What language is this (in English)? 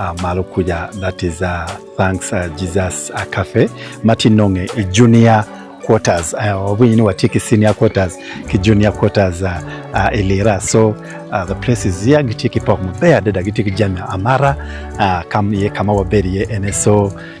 Acoli